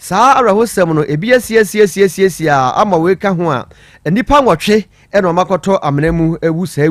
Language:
Akan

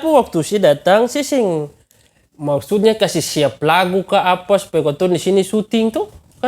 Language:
Ambonese Malay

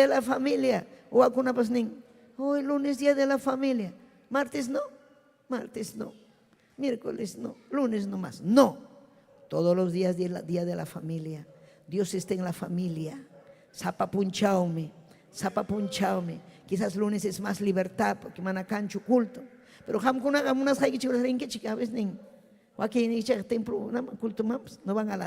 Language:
Ayacucho Quechua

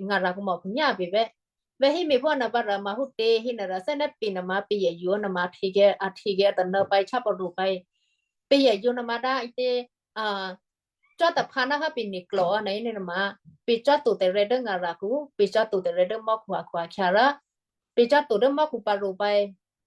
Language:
Western Kayah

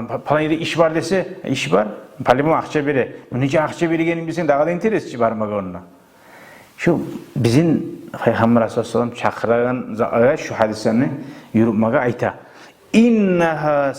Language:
Kumyk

